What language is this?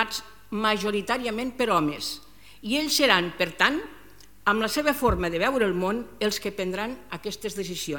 Catalan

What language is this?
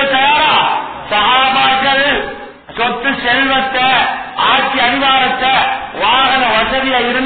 Tamil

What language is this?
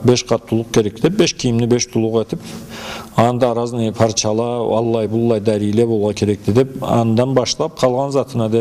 Karachay-Balkar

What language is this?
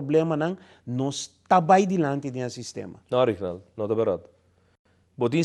Papiamento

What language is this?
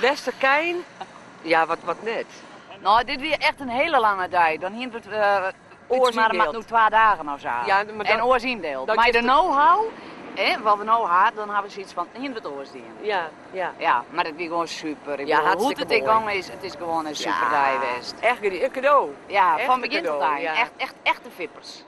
Western Frisian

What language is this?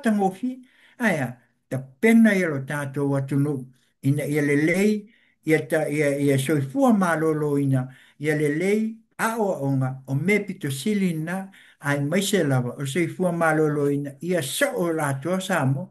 Samoan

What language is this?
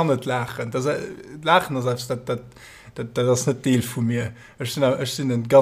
Luxembourgish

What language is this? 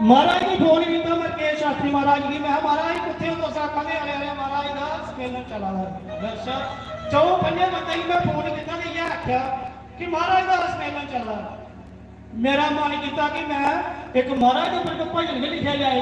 Dogri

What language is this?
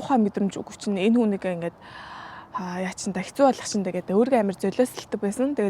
Mongolian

